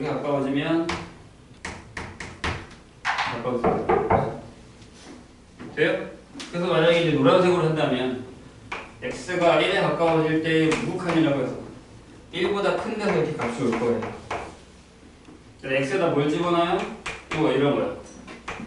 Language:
Korean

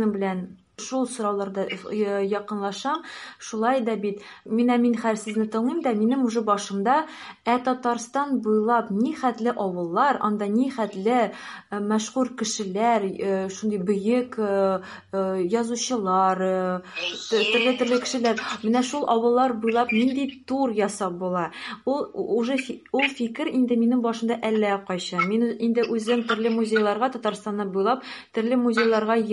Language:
Tatar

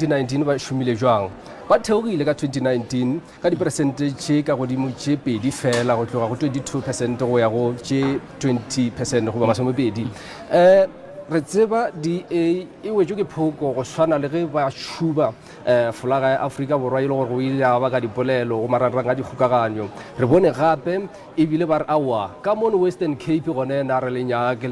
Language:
Northern Sotho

